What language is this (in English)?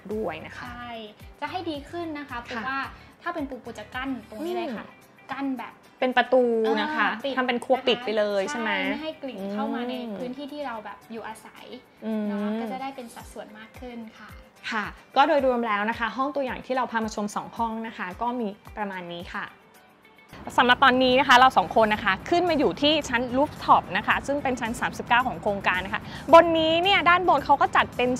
Thai